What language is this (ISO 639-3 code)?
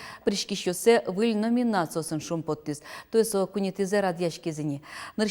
udm